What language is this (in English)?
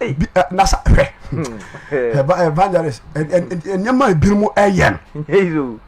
Akan